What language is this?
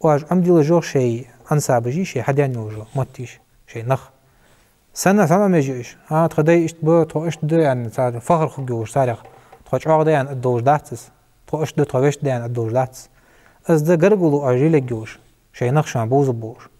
Ingush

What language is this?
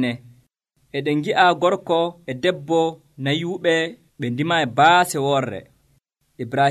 Nigerian Fulfulde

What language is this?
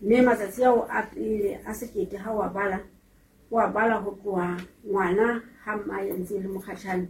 Southern Sotho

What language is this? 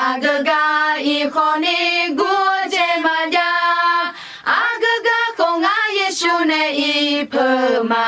Akha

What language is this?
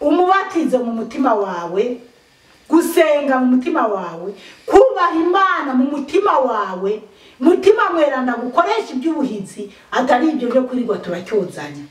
Rundi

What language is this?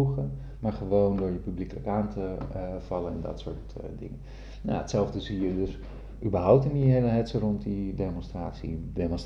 Dutch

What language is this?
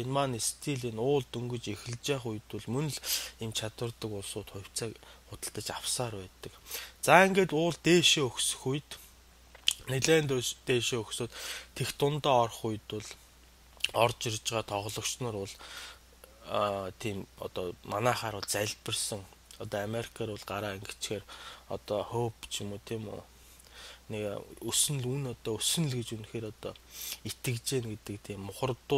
Mongolian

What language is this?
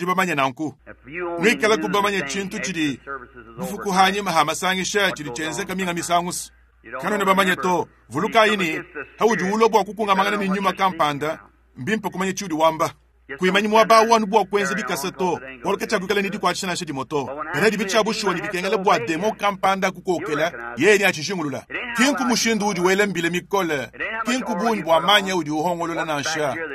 Luba-Lulua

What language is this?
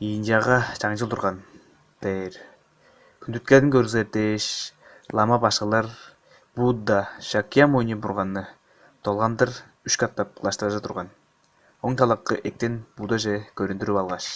Tuvinian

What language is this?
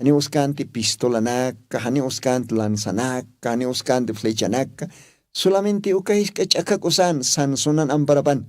Aymara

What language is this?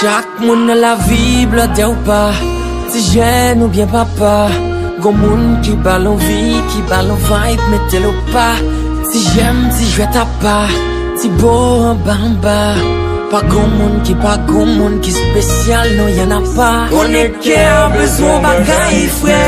Haitian Creole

